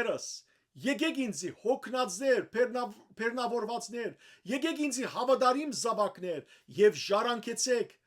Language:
Western Armenian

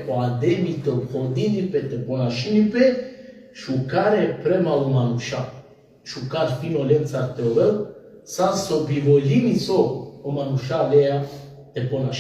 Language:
Balkan Romani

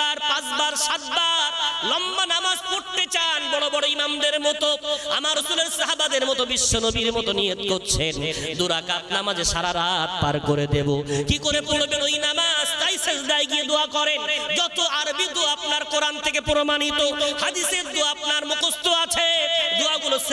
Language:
Bangla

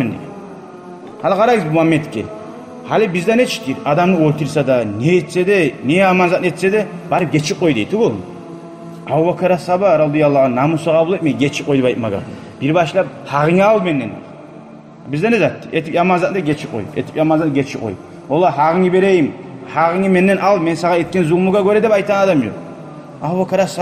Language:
Kumyk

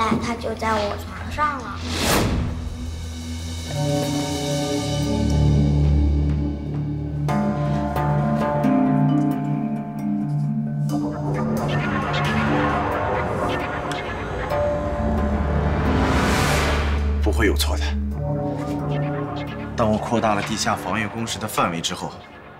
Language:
Chinese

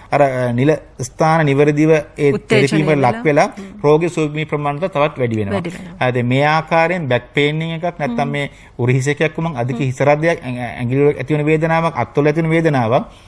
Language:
Sinhala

